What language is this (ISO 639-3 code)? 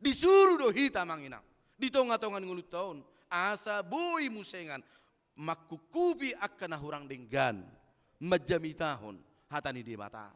bbc